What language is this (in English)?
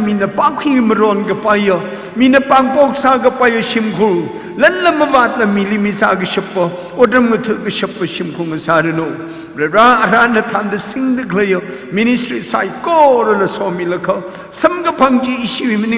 Tangkhul Naga (India)